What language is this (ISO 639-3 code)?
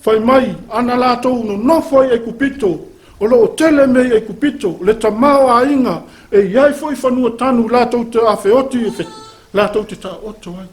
smo